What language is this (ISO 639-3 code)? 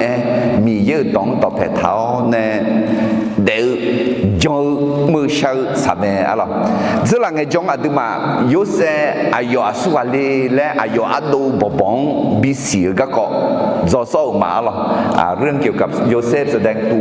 ahk